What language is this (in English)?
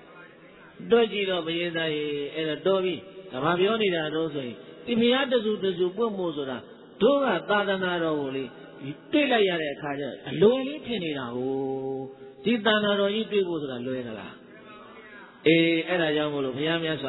Burmese